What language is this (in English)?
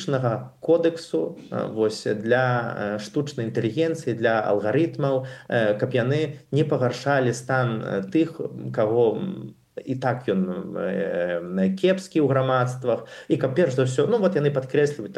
Belarusian